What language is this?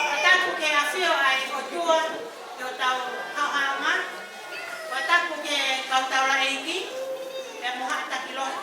Tongan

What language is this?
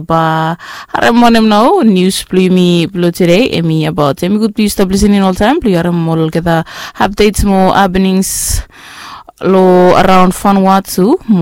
Bislama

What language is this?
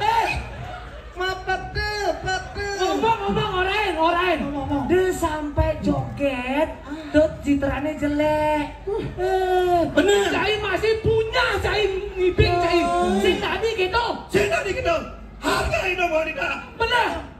Balinese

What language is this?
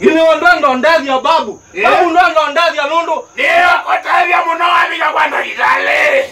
Kamba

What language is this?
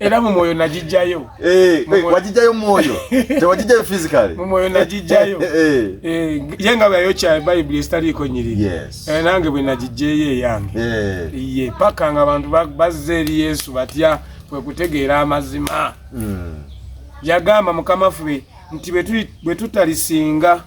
Ganda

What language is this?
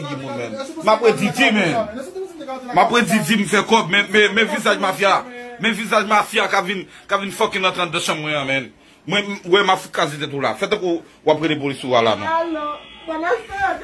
Haitian Creole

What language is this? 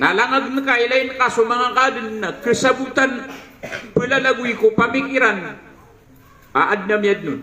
Maranao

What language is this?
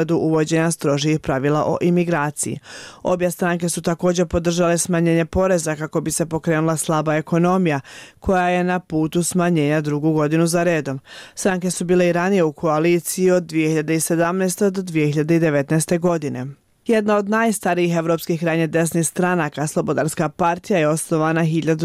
Bosnian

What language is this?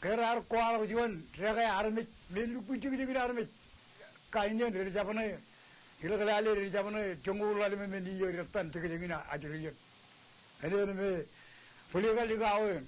Marshallese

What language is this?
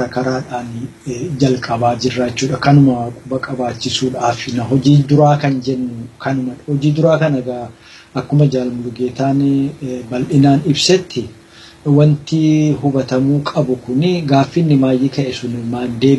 Oromo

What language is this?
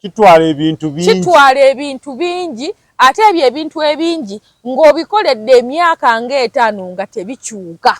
Ganda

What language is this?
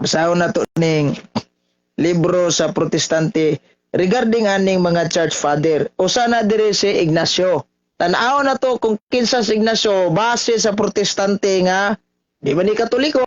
Cebuano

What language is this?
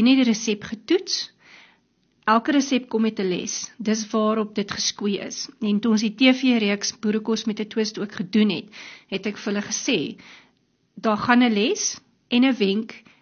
Afrikaans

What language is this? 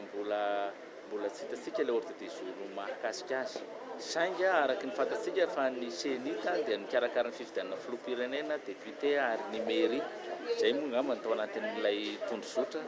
Malagasy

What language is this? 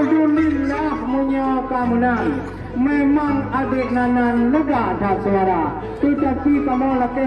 Achinese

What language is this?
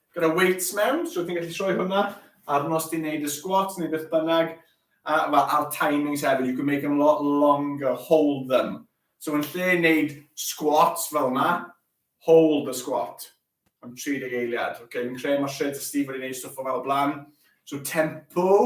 Welsh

